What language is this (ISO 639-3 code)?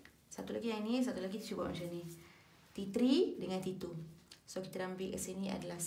msa